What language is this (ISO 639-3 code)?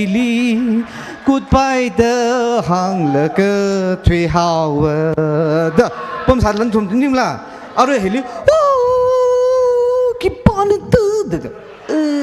nmf